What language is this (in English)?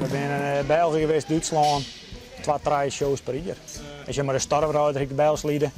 Western Frisian